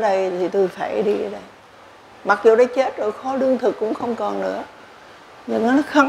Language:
Vietnamese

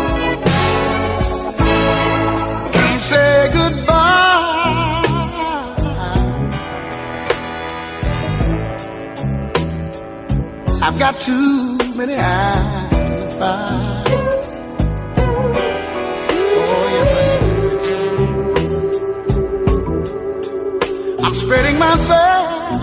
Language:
English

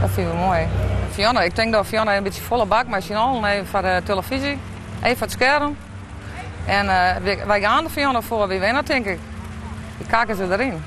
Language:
Western Frisian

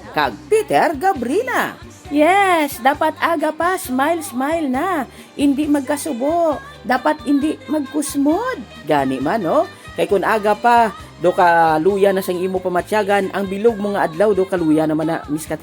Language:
Hiligaynon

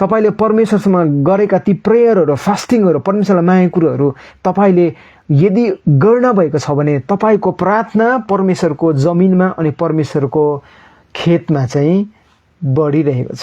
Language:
Nepali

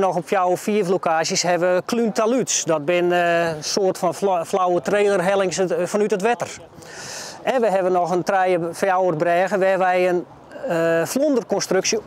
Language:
Western Frisian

